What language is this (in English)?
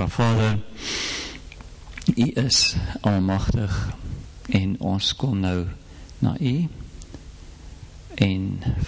Afrikaans